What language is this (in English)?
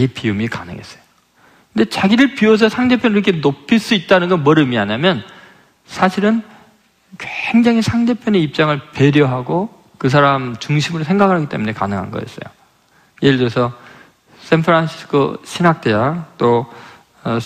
Korean